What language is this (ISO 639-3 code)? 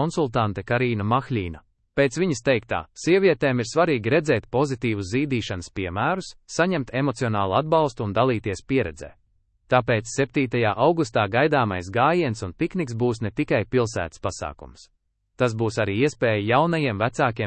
lav